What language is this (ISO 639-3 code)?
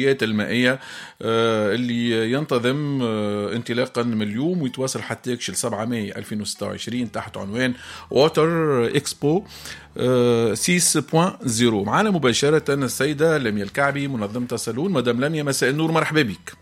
aeb